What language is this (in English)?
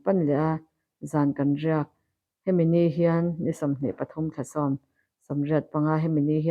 Mizo